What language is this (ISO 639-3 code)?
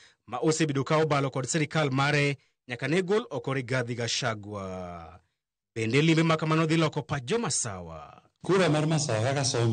luo